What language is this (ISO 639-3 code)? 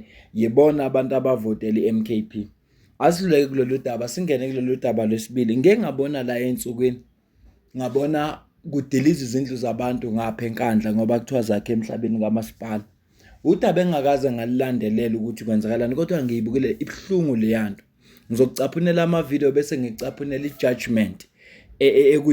zul